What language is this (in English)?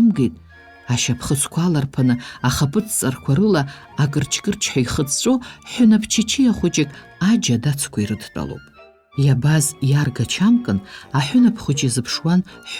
Abkhazian